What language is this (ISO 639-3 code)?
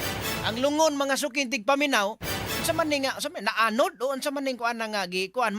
ceb